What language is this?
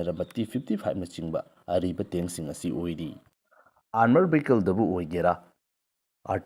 Manipuri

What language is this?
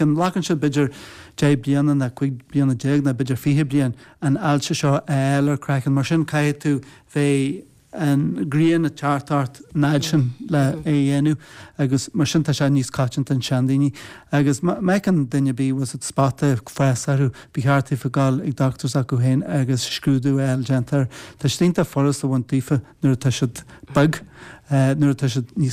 Irish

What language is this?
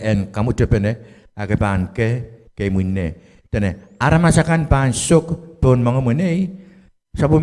Pohnpeian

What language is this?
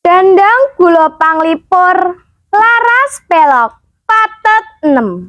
Javanese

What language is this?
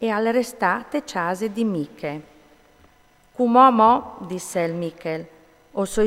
Friulian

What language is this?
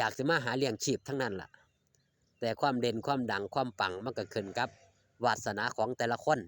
Lao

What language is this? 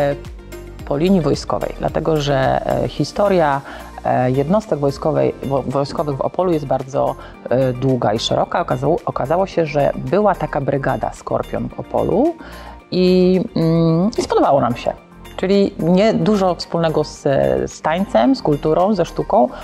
Polish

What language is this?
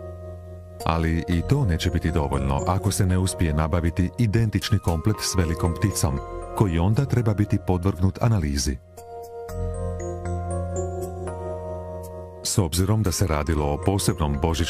Croatian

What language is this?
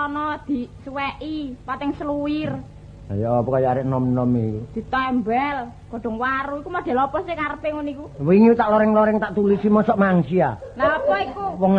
Javanese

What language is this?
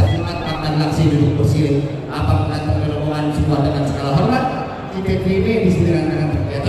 Betawi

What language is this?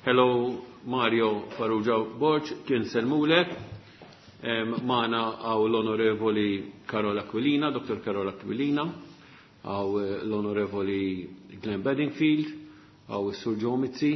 Maltese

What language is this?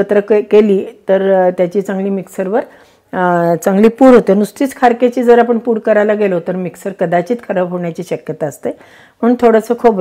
Marathi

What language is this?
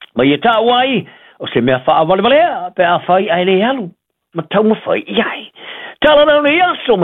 Samoan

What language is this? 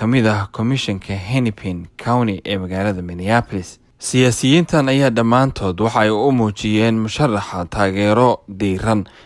Somali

